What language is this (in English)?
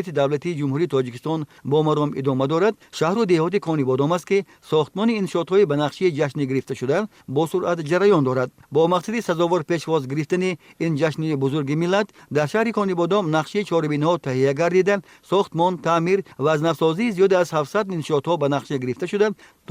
Tajik